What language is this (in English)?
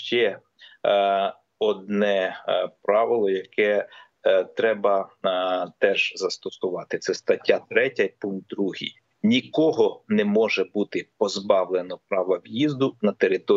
Ukrainian